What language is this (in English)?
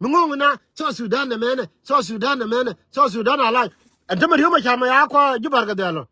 Nuer